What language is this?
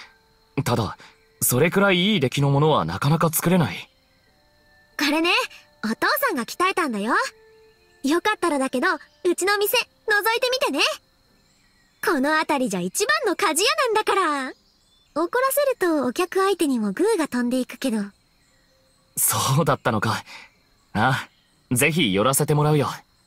Japanese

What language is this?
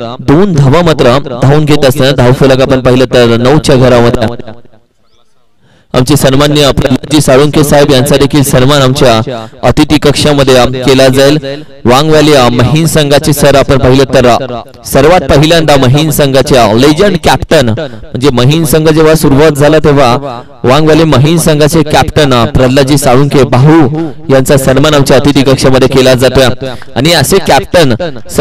Marathi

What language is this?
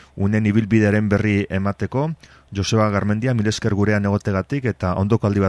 Basque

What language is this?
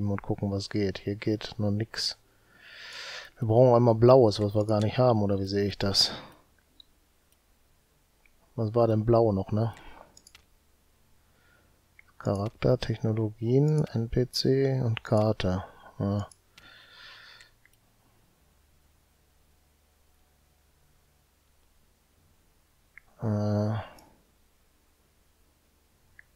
German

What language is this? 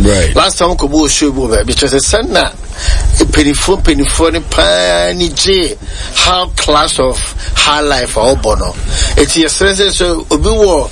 Akan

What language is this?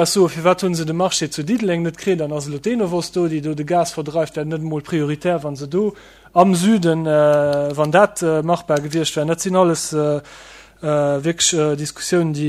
Luxembourgish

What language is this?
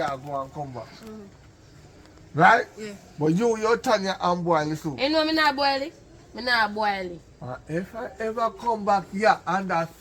Jamaican Creole English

